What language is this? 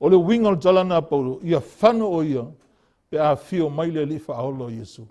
Samoan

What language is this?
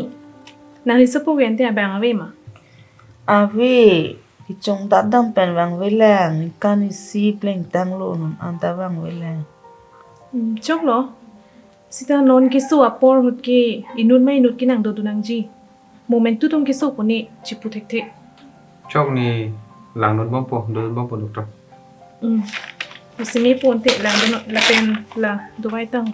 Karbi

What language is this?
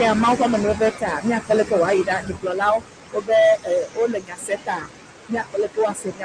Ewe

